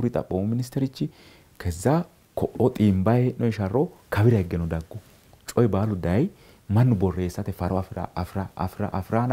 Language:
Sidamo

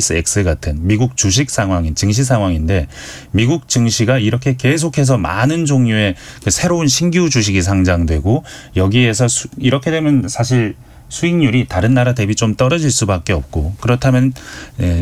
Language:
Korean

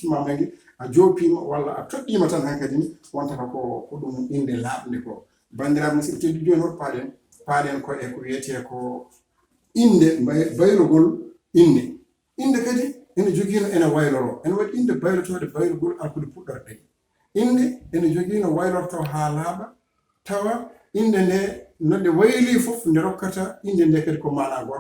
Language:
Fula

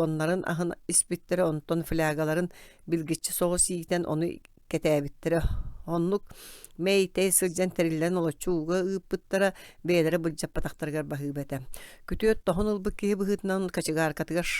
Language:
Yakut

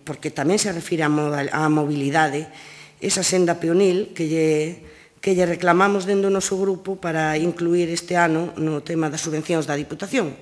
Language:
Galician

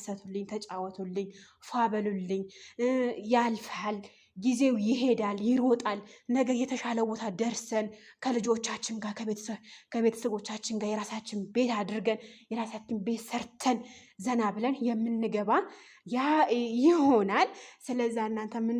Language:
Amharic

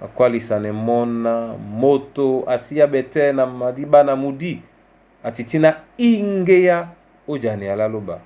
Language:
Duala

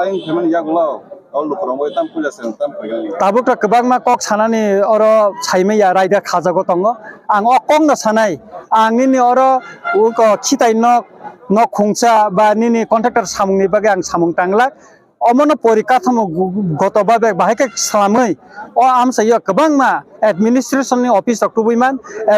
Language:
Kok Borok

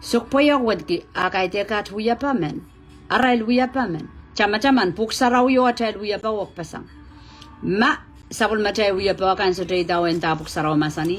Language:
Pohnpeian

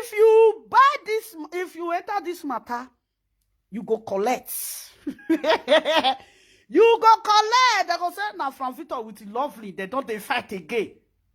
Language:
Nigerian Pidgin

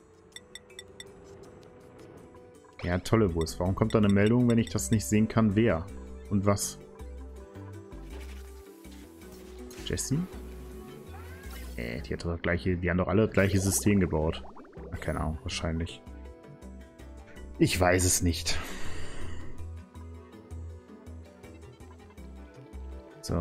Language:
German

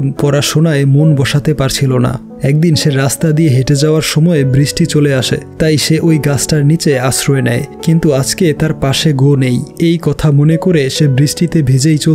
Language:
Bangla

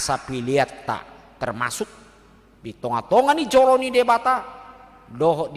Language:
Batak Toba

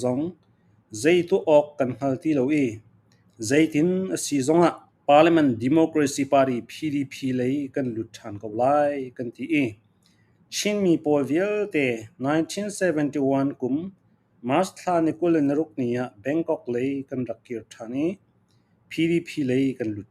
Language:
Falam Chin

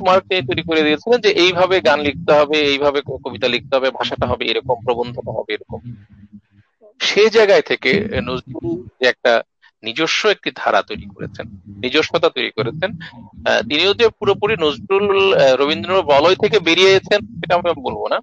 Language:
Bangla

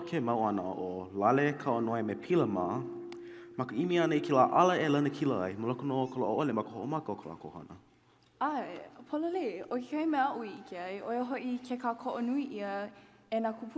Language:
Hawaiian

